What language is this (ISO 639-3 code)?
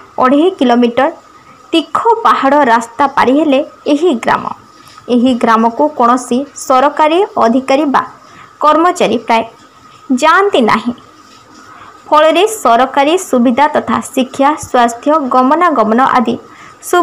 ori